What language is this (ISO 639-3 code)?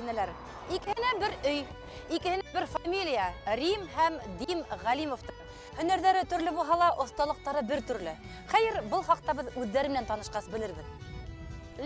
bak